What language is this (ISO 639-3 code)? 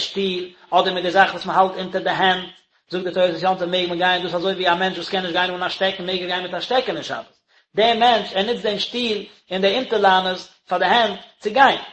yid